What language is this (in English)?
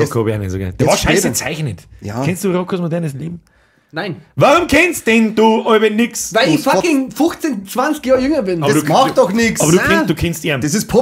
Bavarian